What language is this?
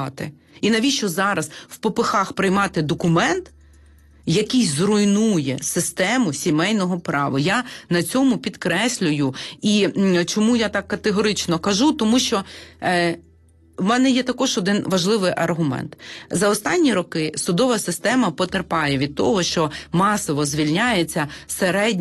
Ukrainian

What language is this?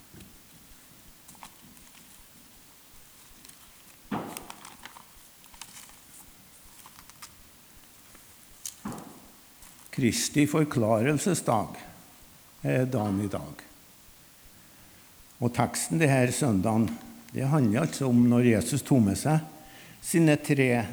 Norwegian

